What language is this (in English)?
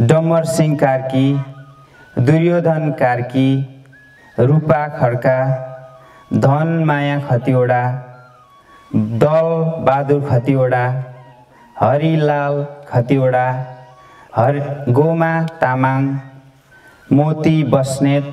Nepali